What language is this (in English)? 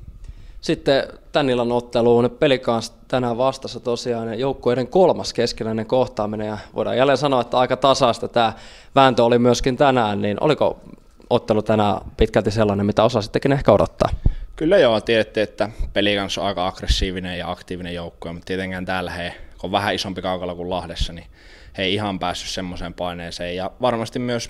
Finnish